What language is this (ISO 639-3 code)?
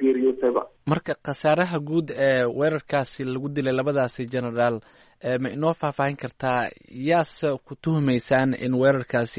som